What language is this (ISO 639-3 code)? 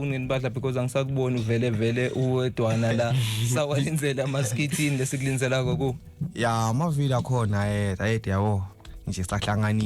zul